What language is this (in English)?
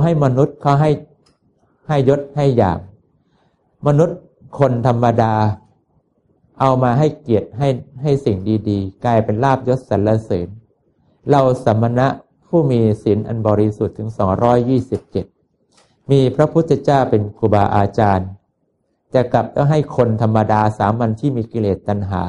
Thai